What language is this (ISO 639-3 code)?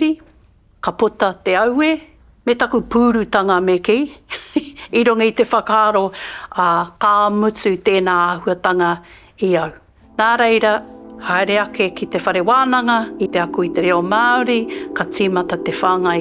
mri